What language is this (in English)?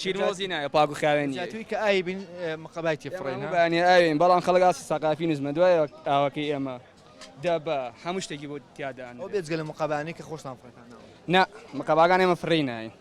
Central Kurdish